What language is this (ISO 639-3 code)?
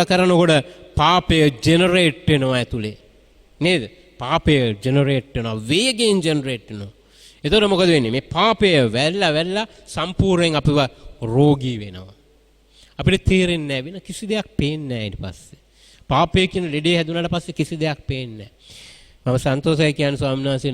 sin